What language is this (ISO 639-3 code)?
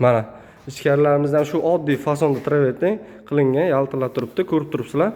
uzb